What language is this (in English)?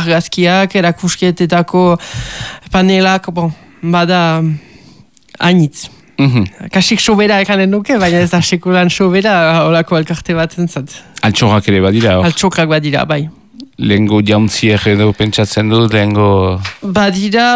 Basque